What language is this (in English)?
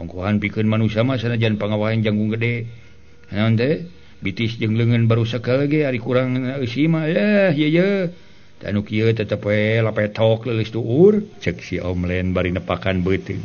Sundanese